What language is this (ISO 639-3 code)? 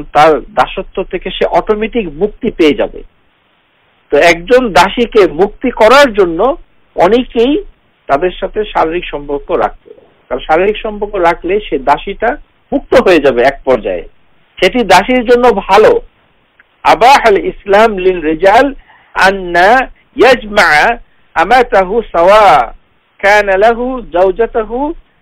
ben